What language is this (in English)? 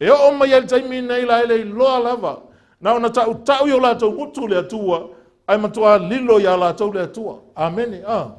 Samoan